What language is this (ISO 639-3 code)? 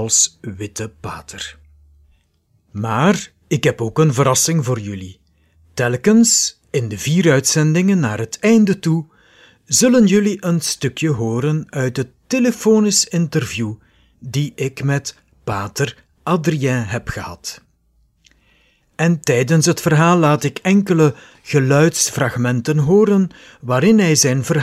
nld